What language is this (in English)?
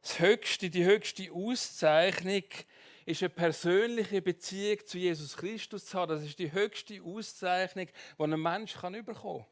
Swiss German